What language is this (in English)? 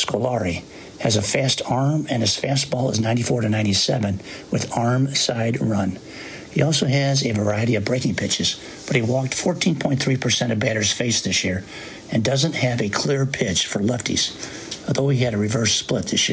English